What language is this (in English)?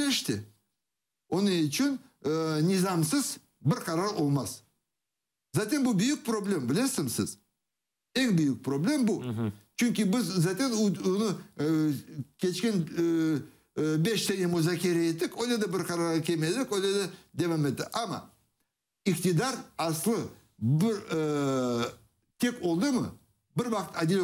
Crimean Tatar